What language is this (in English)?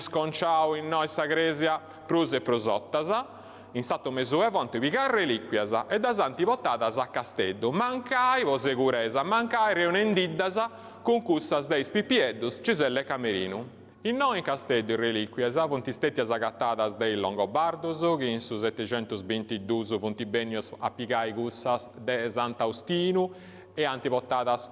Sardinian